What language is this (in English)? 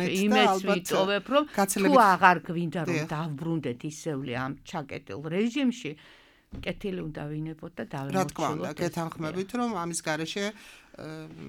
Georgian